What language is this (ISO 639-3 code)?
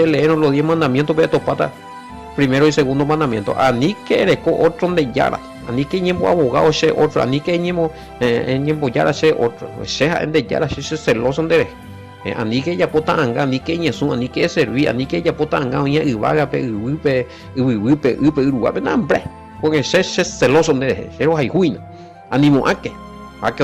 grn